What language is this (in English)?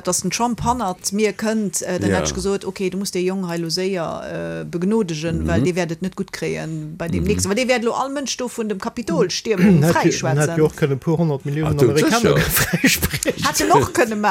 Luxembourgish